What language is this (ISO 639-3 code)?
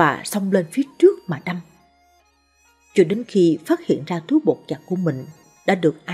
vie